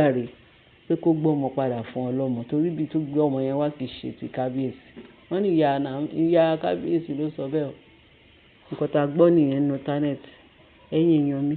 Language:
Yoruba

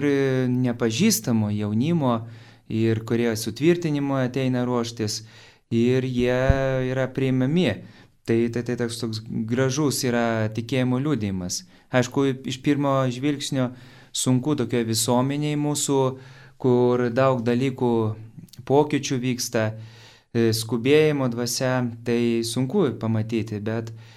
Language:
Lithuanian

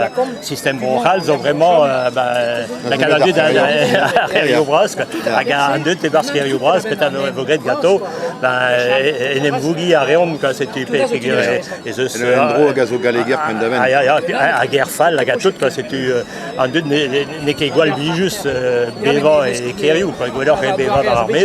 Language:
Breton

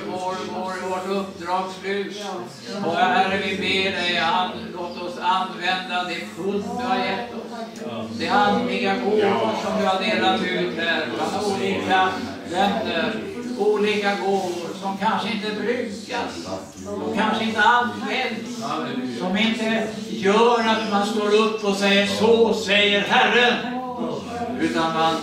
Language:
Swedish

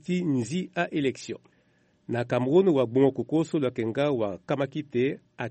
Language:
Sango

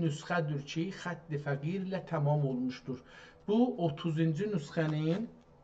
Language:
South Azerbaijani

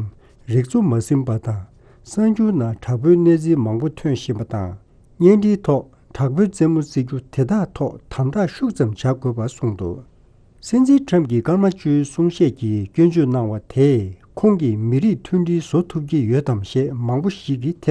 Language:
Tibetan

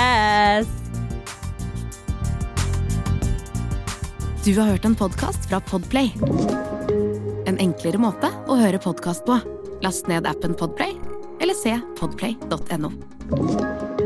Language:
Norwegian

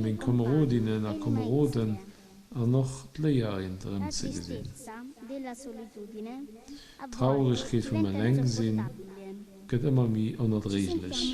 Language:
Luxembourgish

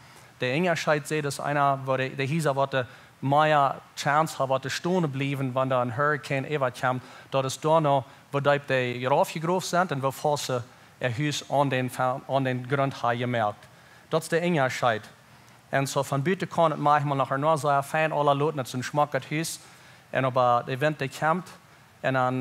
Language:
Plautdietsch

